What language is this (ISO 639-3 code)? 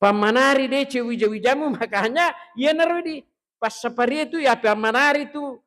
bug